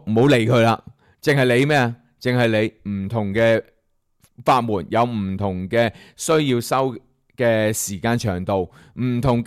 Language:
Cantonese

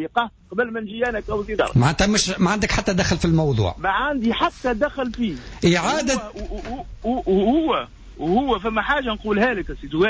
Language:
Tunisian Arabic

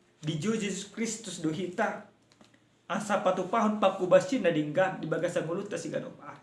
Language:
Batak Toba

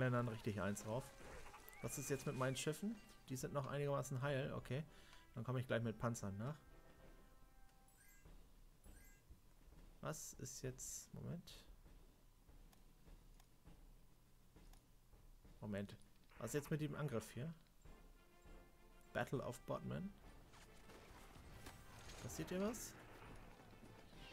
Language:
German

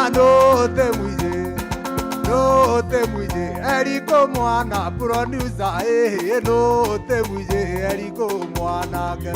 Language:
Meru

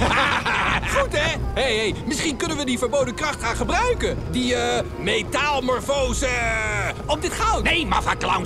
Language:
Dutch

